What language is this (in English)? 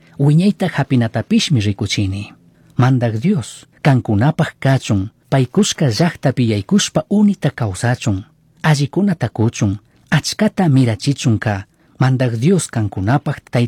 Chimborazo Highland Quichua